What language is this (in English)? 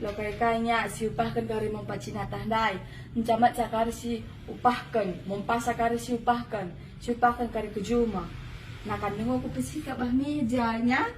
Batak Karo